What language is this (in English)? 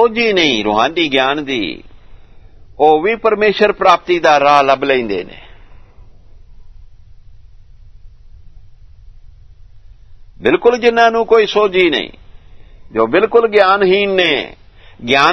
Punjabi